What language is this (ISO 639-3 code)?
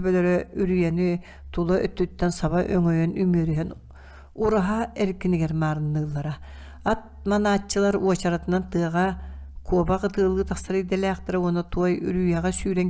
sah